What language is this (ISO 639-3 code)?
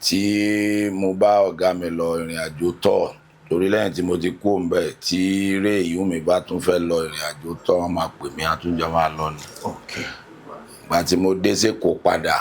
yor